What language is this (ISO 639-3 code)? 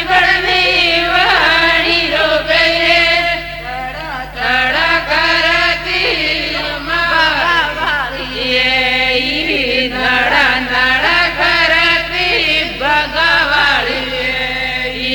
guj